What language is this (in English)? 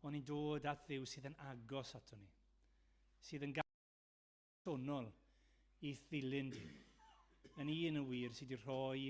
Welsh